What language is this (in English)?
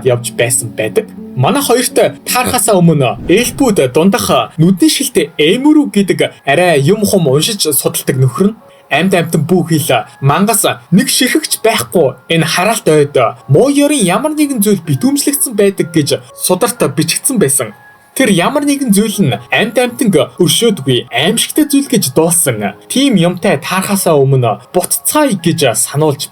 Mongolian